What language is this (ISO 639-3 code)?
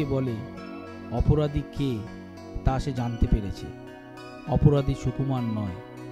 ben